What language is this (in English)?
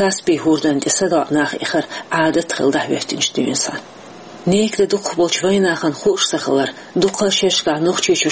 Chechen